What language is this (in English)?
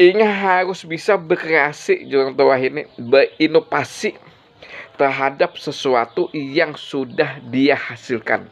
Banjar